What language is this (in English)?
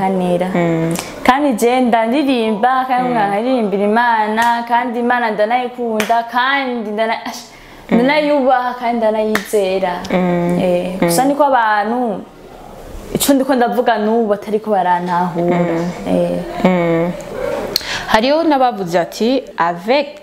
Rundi